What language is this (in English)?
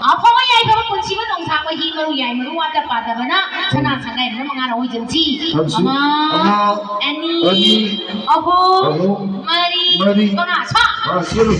Manipuri